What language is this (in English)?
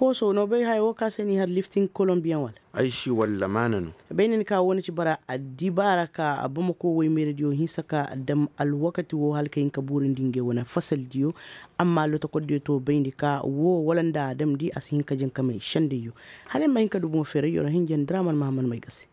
Koyraboro Senni